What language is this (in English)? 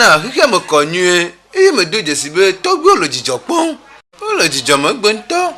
Ewe